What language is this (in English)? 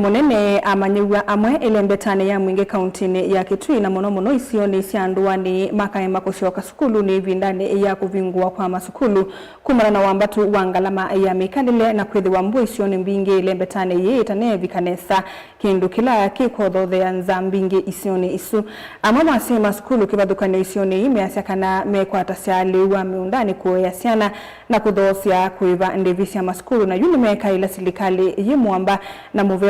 Kamba